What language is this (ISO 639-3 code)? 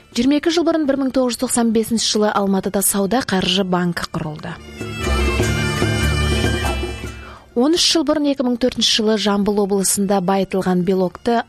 kaz